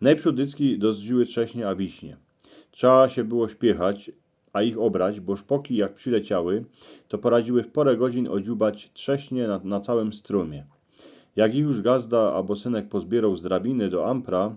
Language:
Silesian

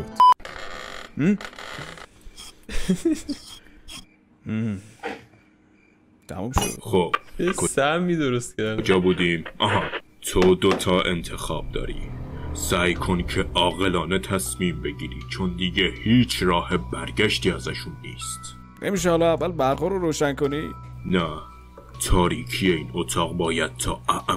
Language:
Persian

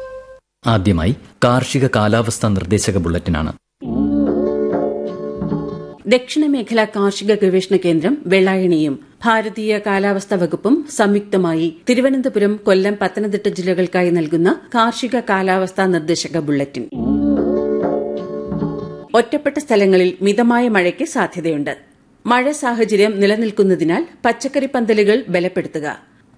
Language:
Malayalam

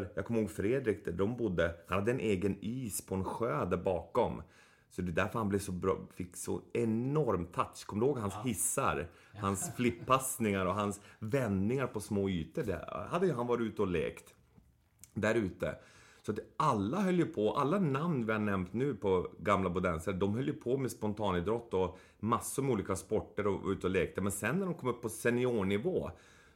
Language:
Swedish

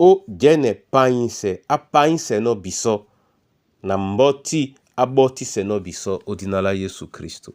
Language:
Duala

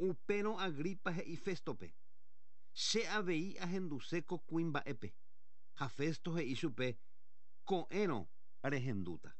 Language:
Guarani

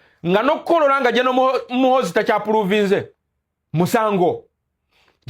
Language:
Ganda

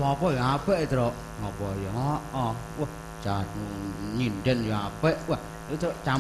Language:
Javanese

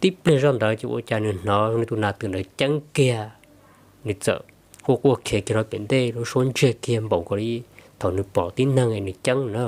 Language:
Hmong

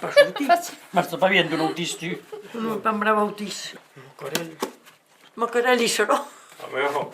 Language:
Occitan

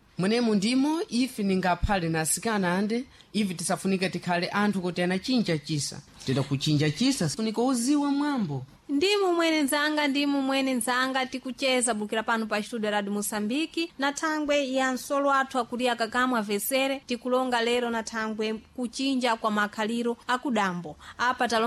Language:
Sena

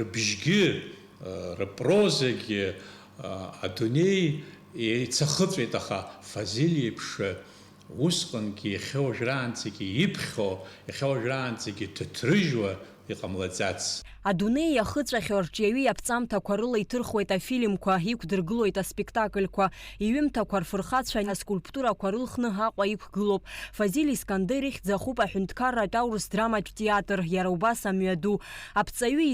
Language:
Abkhazian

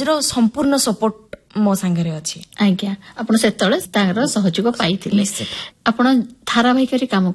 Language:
Odia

